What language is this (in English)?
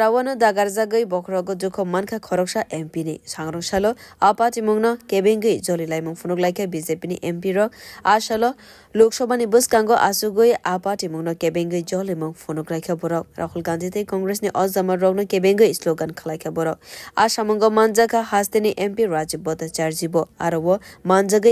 Kok Borok